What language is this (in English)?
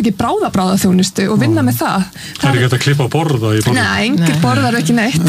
Icelandic